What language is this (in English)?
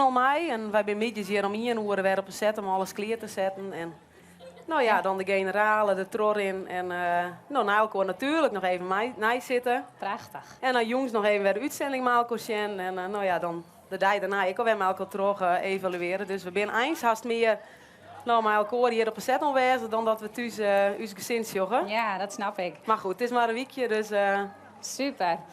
Western Frisian